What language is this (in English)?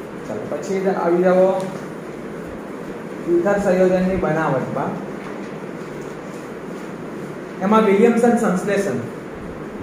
Gujarati